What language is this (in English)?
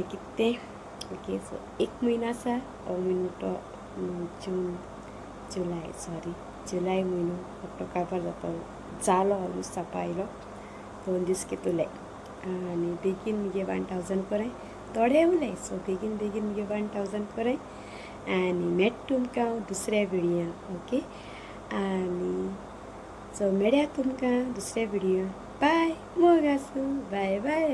Konkani